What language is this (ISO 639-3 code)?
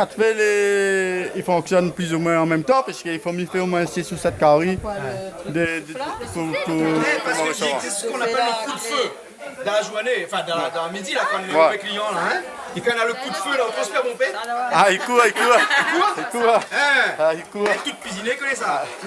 rcf